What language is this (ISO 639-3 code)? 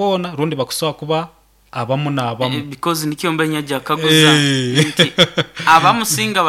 nyo